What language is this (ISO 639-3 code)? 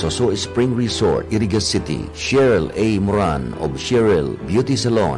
bik